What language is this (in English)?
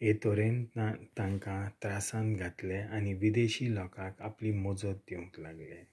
Konkani